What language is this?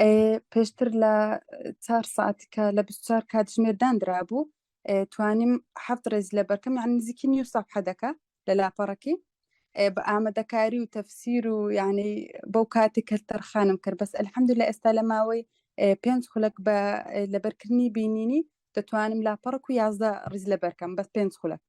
Central Kurdish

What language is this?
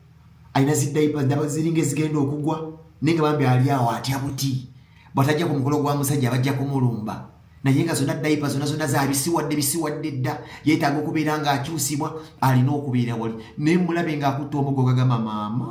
Ganda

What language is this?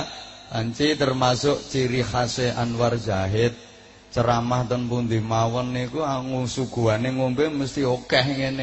Javanese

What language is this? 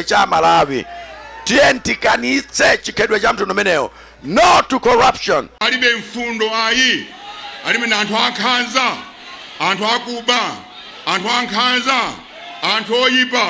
Nyanja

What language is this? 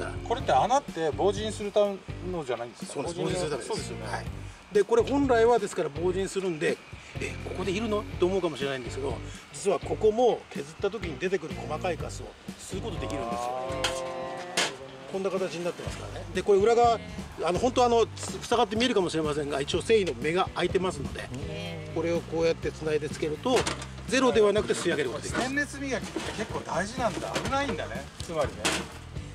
Japanese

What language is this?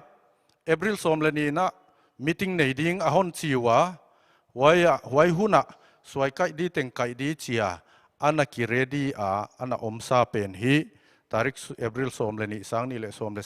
Paite Chin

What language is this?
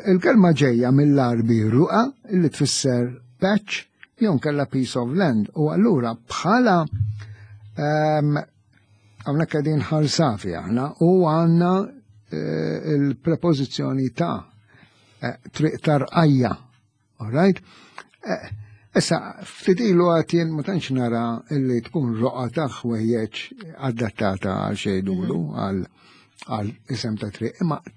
Maltese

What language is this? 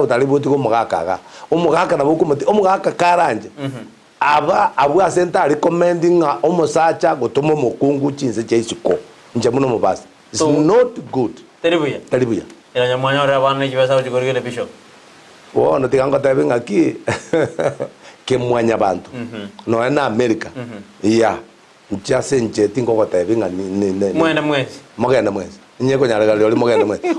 Gusii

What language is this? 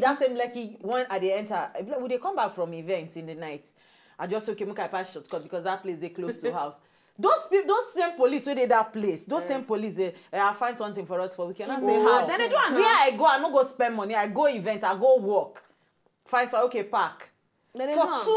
Nigerian Pidgin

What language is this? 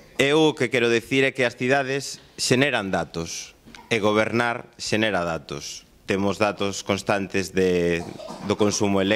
Galician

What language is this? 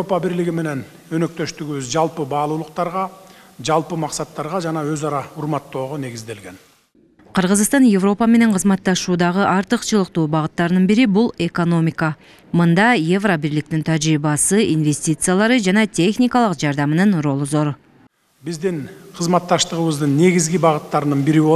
Kyrgyz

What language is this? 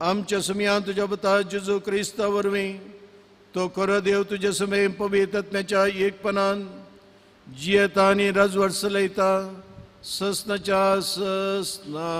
Konkani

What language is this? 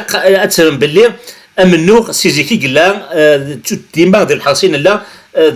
Kabyle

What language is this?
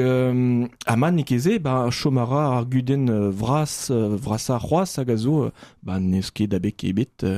Breton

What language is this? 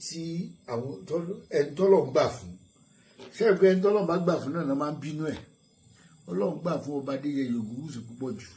Yoruba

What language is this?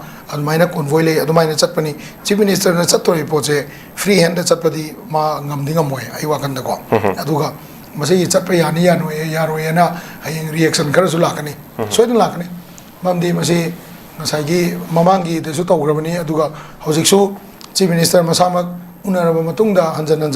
Manipuri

